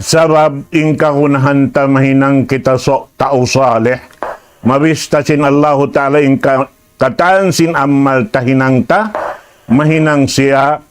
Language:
Tausug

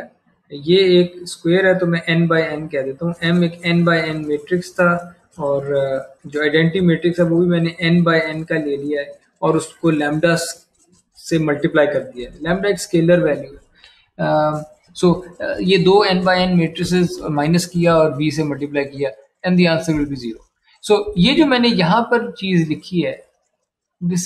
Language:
Hindi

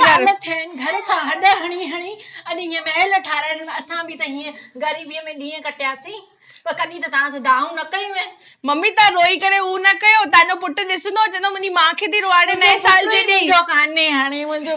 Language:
Sindhi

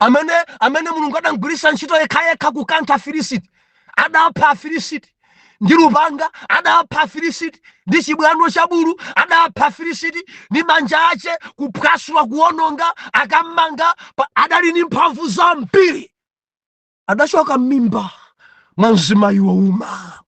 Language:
Nyanja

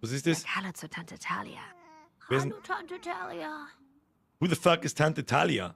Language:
Bavarian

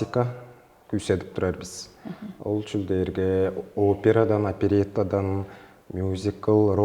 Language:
Tuvinian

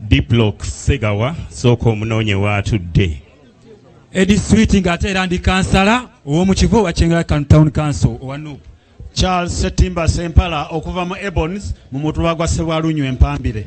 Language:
Ganda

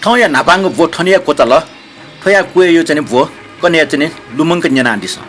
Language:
Newari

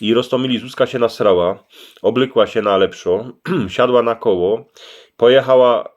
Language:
Silesian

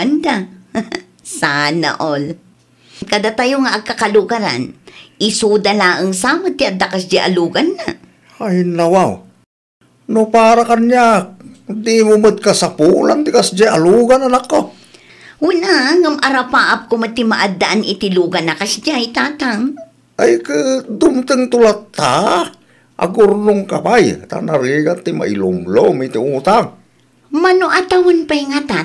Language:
Iloko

